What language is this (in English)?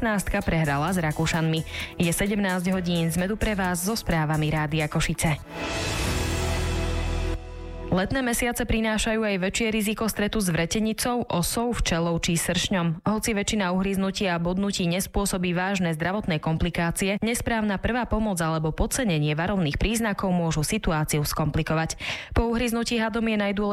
Slovak